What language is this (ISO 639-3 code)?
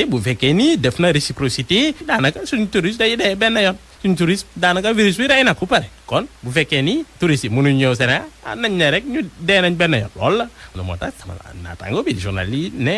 wol